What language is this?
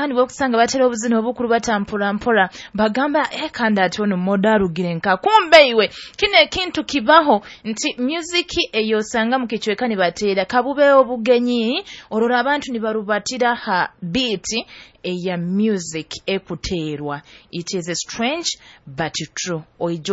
Nyoro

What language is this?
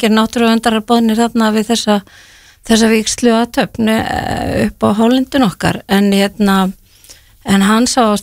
Icelandic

